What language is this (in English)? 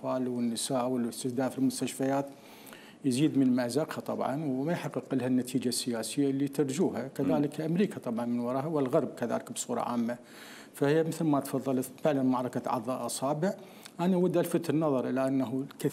Mesopotamian Arabic